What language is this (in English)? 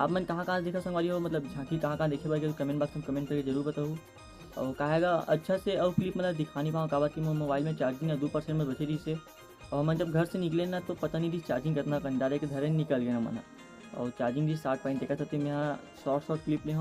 Chhattisgarhi